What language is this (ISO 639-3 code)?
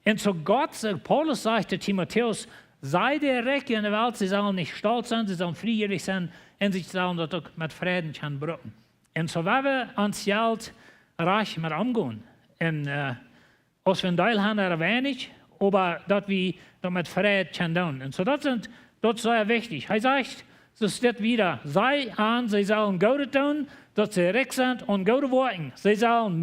pdt